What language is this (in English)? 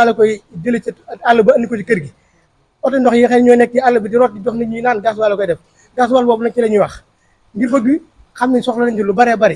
Wolof